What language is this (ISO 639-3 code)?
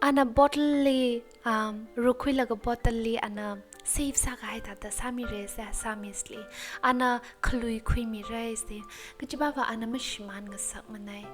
nmf